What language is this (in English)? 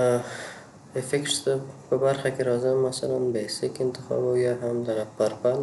Pashto